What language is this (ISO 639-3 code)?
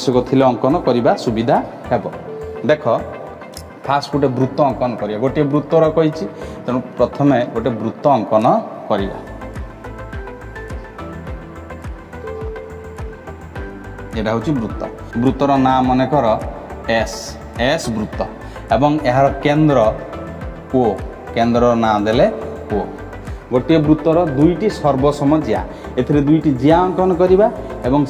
ori